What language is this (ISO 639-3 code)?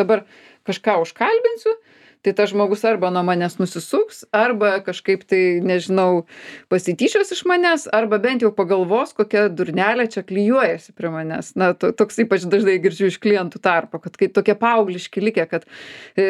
lit